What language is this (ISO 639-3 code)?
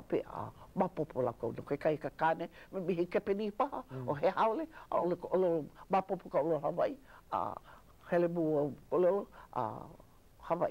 haw